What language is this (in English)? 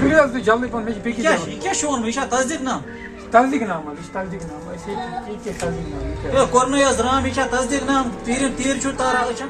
Kashmiri